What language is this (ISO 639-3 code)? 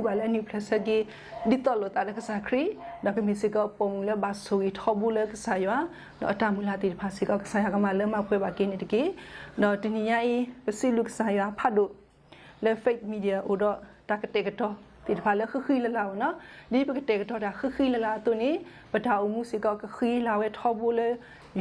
ksw